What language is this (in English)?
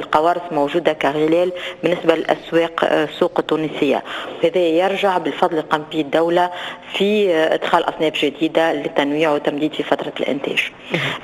Tunisian Arabic